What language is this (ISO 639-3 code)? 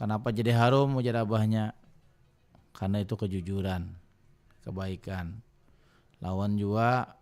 bjn